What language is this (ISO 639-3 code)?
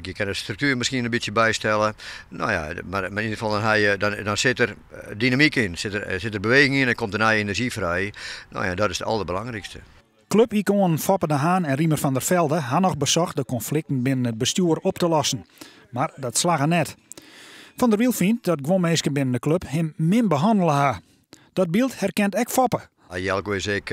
fry